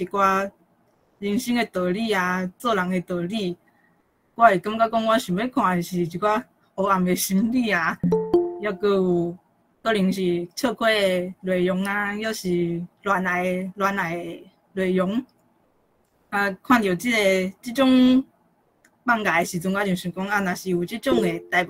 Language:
Min Nan Chinese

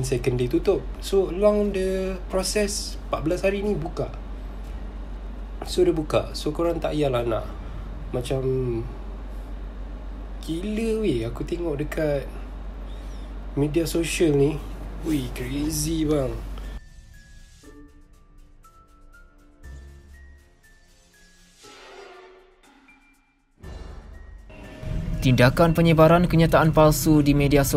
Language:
Malay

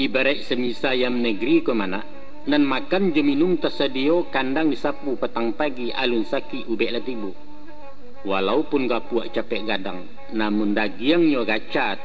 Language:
Minangkabau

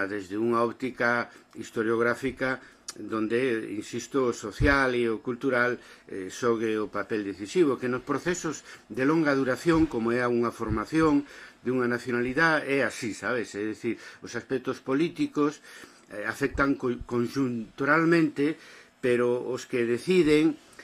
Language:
Galician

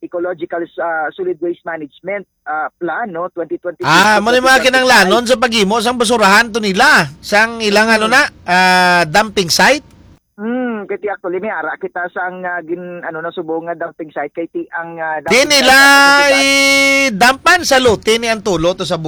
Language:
Hiligaynon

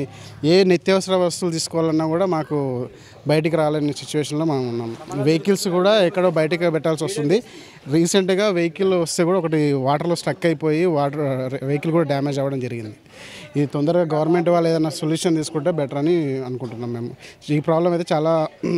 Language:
Telugu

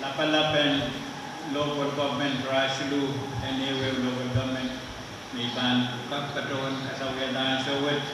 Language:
Pohnpeian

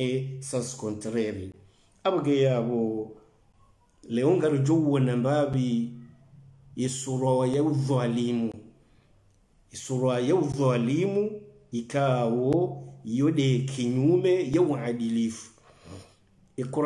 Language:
Swahili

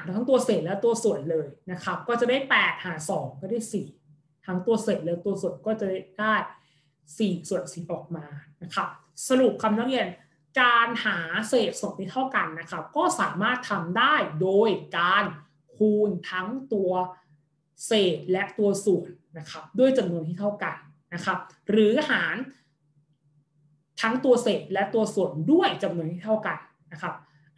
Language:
Thai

